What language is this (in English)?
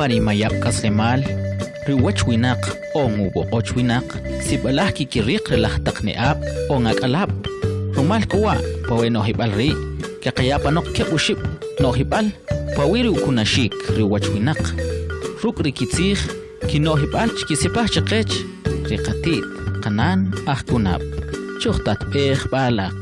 Kʼicheʼ